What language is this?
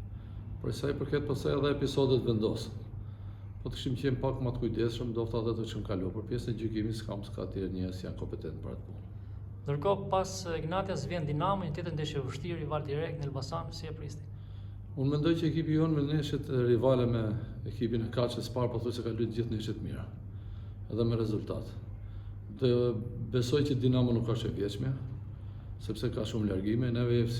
Albanian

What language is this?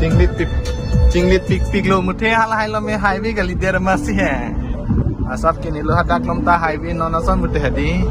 Karbi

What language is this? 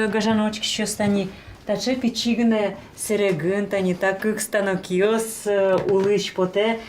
Udmurt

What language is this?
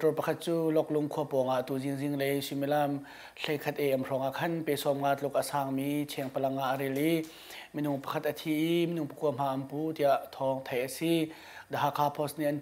Hakha Chin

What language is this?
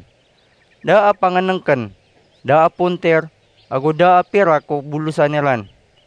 Maranao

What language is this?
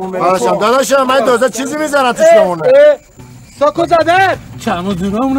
Persian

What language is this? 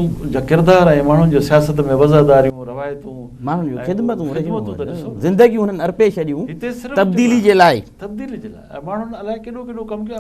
Sindhi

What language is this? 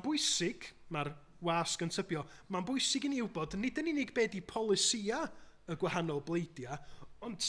Welsh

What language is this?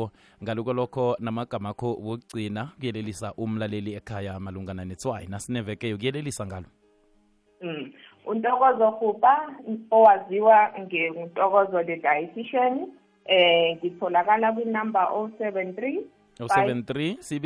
South Ndebele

